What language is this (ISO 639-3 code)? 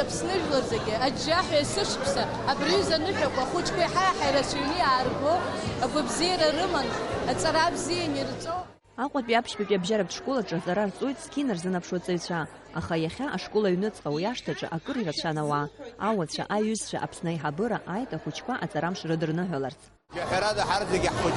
abk